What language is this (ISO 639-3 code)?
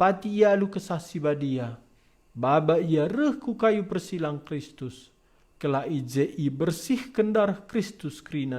btx